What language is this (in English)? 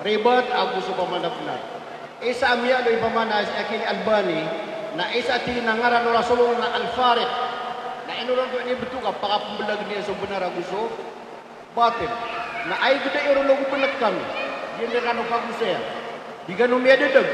Maranao